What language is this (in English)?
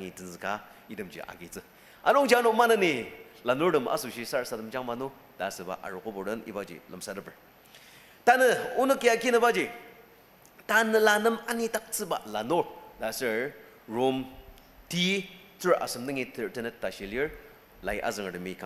Ao Naga